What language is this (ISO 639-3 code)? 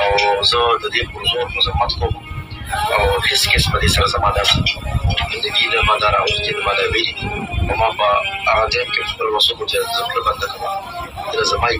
pus